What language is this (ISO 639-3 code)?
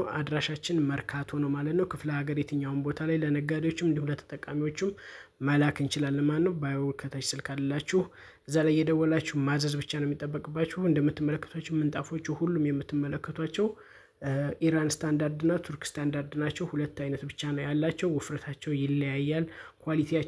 amh